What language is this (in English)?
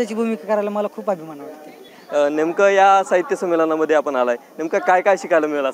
Marathi